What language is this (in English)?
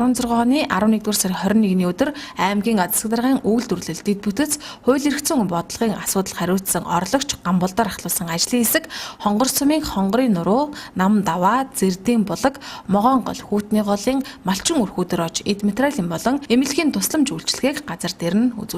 Mongolian